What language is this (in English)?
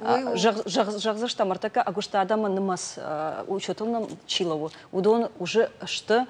Ossetic